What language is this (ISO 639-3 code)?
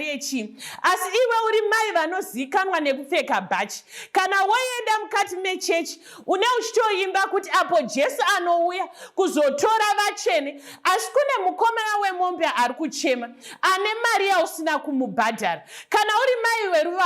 sna